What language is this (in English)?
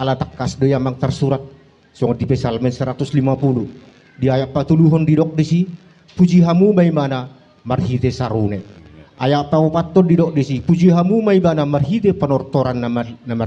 Batak Toba